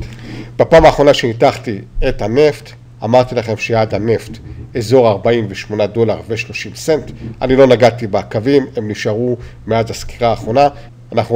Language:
Hebrew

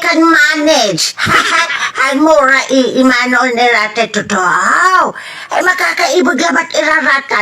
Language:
Pangasinan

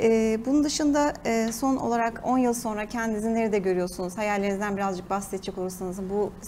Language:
Turkish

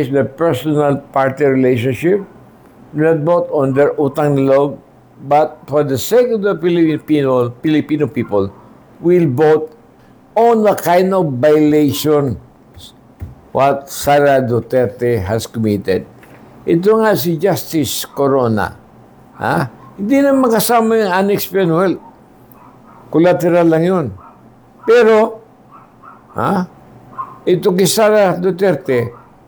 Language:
Filipino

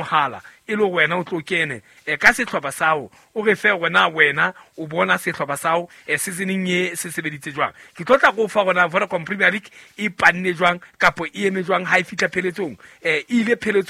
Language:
Southern Sotho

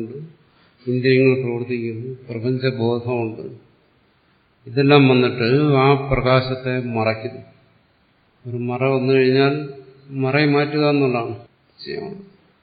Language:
Malayalam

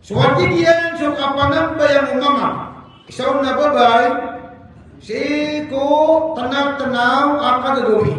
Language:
Maranao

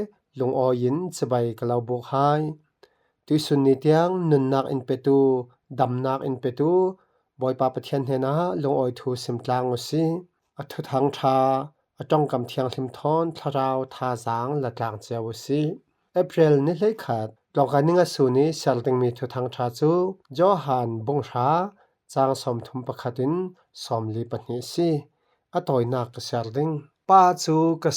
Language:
Falam Chin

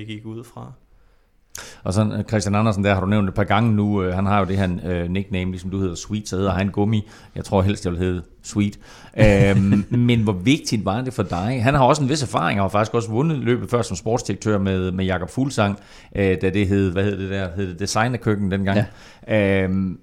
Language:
Danish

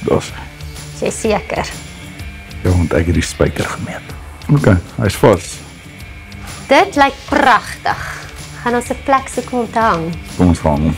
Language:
Afrikaans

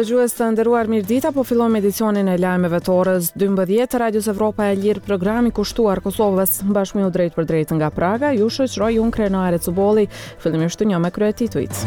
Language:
Albanian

